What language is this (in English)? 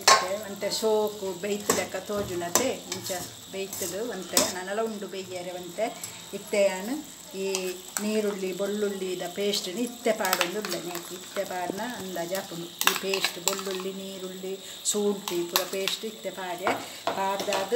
Tulu